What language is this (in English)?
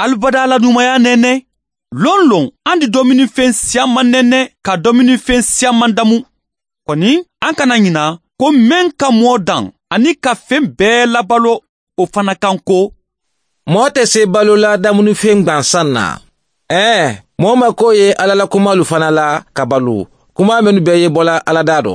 Bambara